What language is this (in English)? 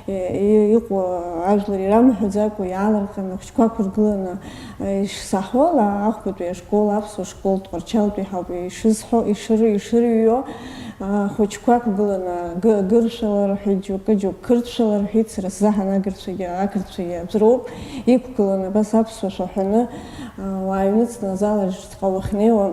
Abkhazian